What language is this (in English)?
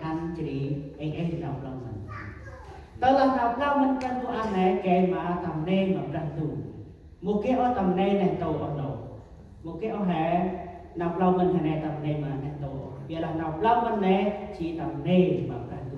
Central Mnong